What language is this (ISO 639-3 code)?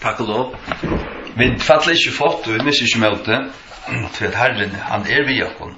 fao